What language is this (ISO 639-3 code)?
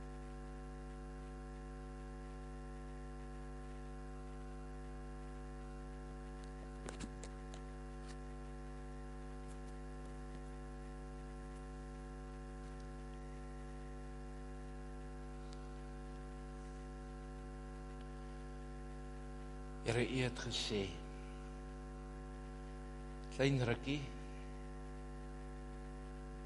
afr